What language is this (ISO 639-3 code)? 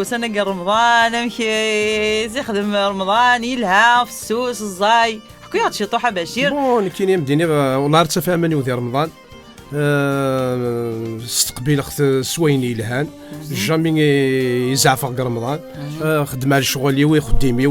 kab